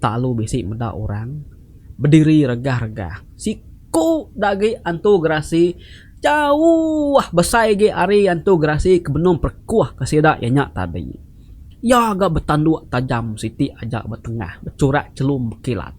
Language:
Iban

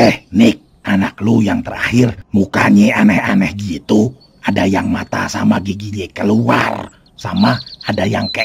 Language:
Betawi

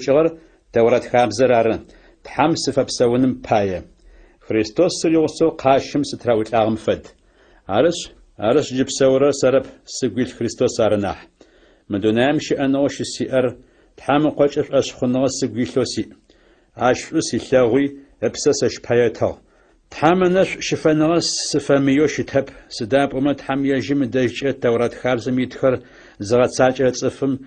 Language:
Adyghe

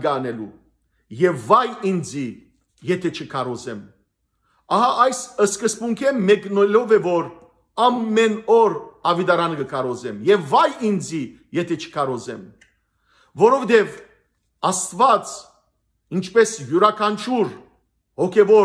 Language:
Western Armenian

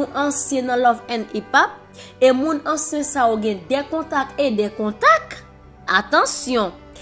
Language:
Haitian Creole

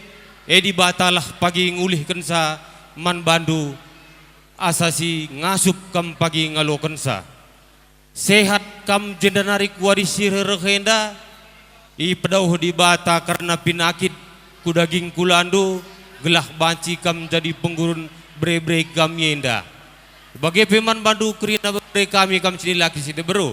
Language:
Batak Karo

